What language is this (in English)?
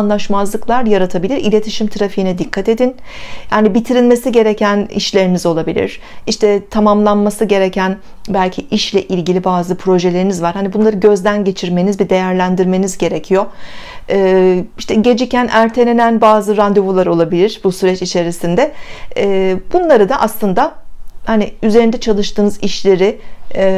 Turkish